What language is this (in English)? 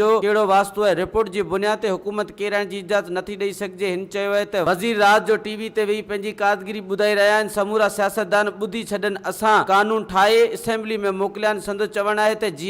Sindhi